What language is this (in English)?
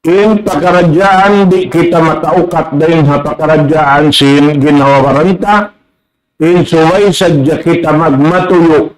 Tausug